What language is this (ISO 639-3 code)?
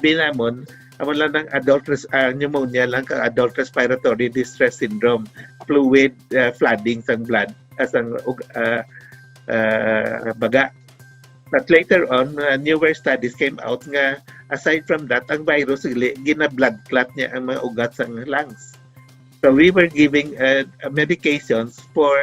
hil